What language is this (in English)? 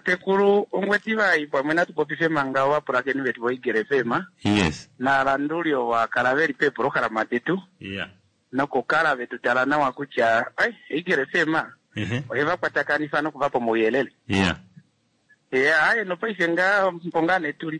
Kuanyama